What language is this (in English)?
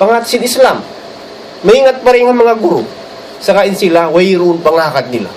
Tausug